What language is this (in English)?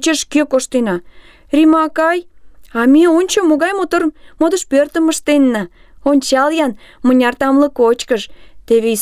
Mari